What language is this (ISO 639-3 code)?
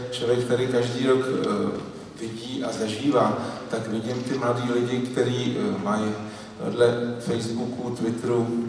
ces